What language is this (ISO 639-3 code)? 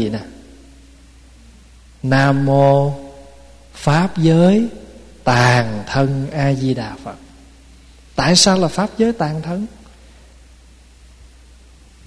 vie